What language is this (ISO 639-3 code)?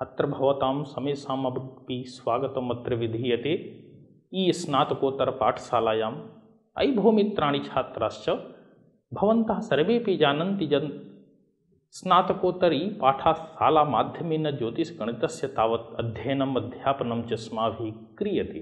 san